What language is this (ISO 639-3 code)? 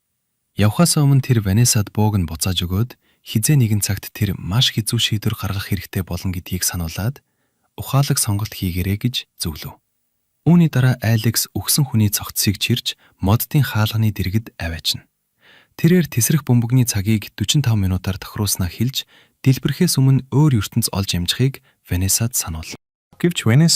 mon